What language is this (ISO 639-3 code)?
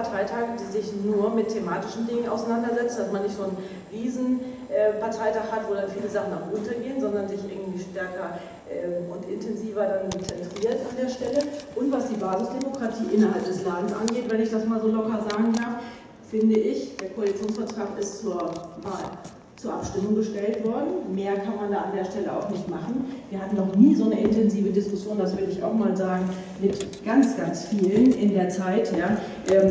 deu